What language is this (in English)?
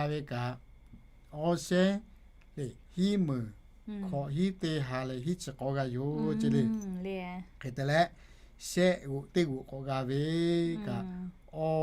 Lahu